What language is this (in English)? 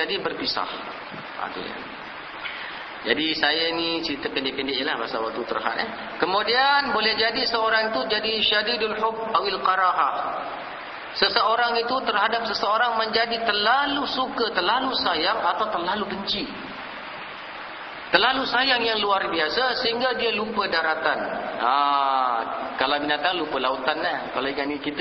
Malay